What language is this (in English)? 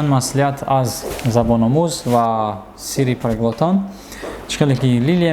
Tajik